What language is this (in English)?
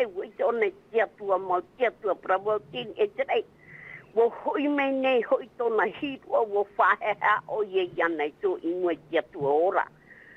Tahitian